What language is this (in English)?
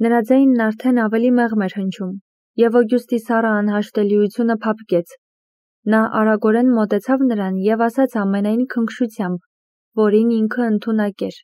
Armenian